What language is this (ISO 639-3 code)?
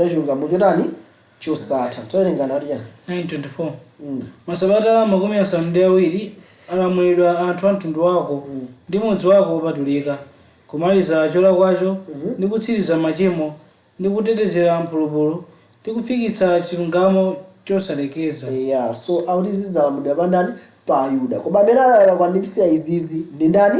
nya